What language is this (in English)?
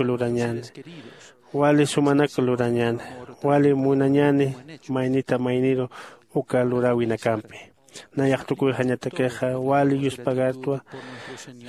Aymara